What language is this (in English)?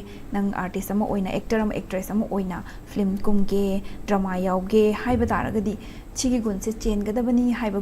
Manipuri